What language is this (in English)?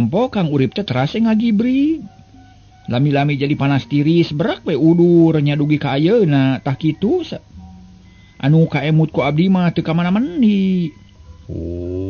Sundanese